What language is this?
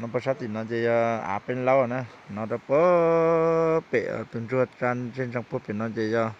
Hmong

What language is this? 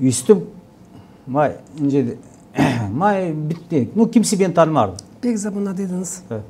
Gagauz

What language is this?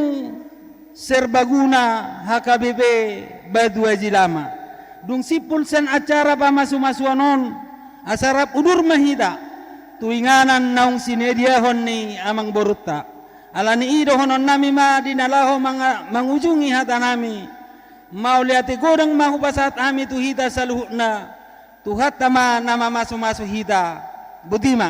Batak Toba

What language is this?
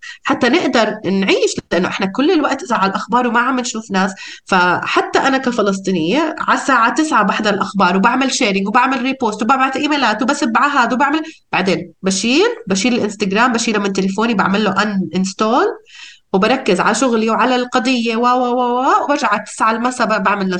North Levantine Arabic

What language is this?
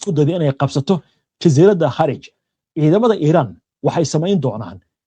Somali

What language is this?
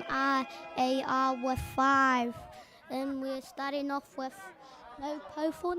Māori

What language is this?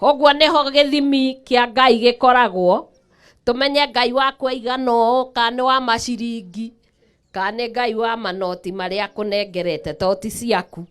Kikuyu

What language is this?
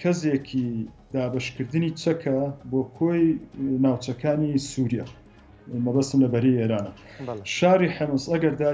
Central Kurdish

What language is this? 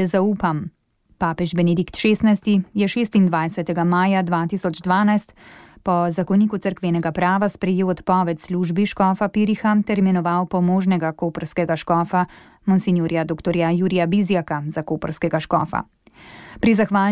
Slovenian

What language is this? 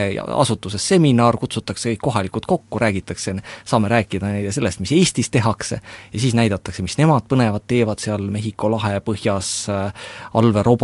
Estonian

